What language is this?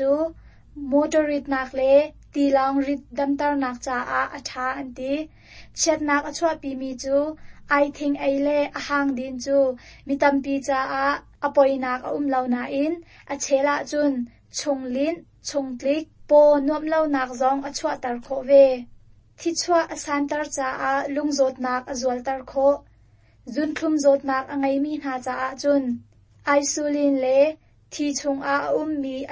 Hakha Chin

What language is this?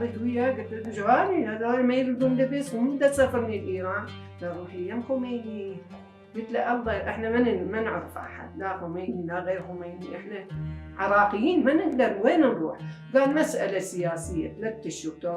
Mesopotamian Arabic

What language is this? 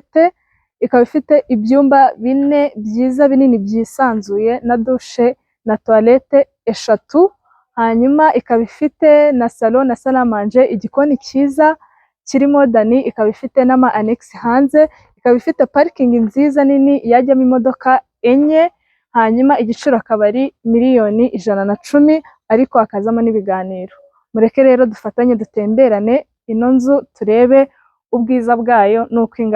Kinyarwanda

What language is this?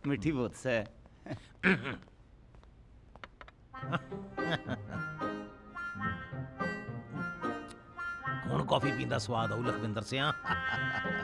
Punjabi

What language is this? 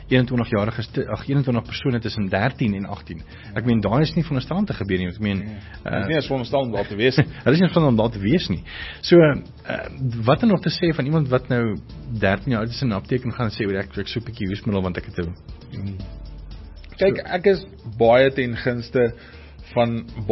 Afrikaans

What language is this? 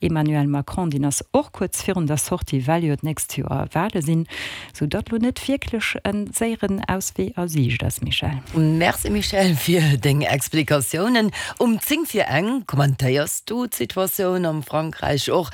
Luxembourgish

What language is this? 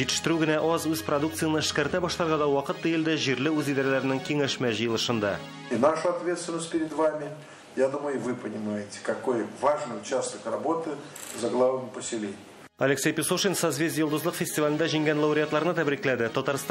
Tatar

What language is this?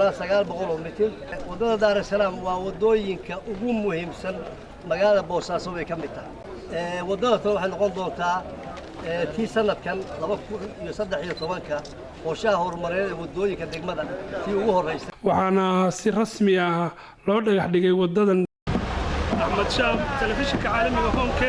Somali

